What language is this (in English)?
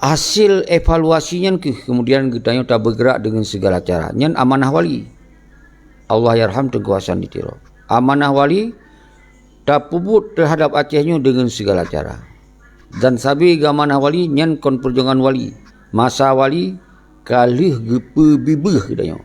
Achinese